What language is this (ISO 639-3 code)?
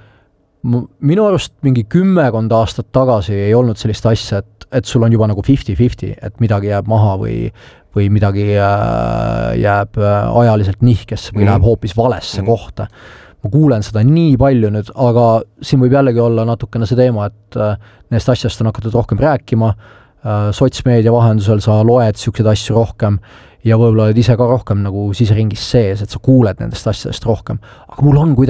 est